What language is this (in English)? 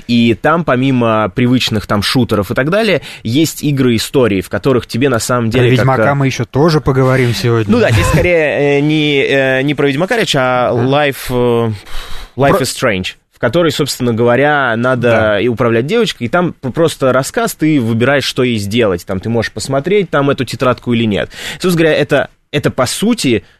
Russian